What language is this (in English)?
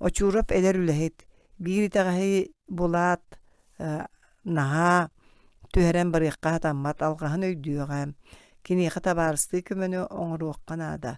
Yakut